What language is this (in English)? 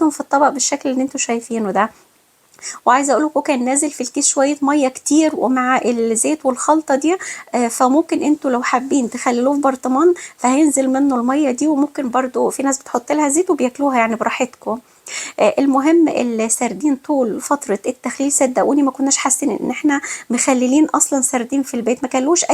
Egyptian Arabic